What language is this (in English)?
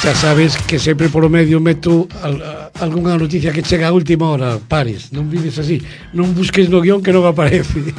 Galician